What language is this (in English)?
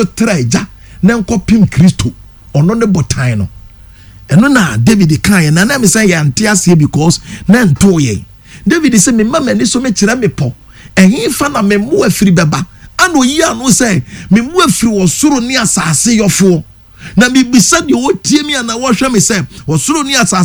Akan